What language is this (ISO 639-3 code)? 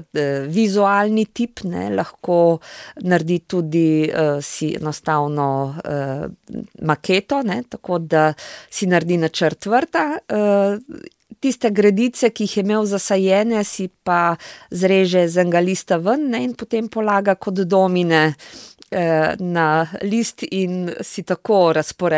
slv